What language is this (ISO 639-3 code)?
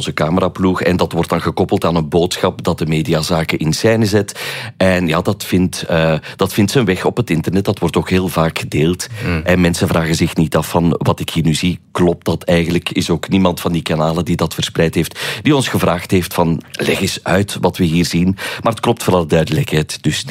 nld